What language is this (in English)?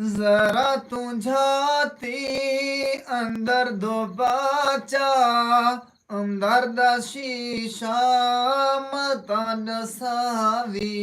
Saraiki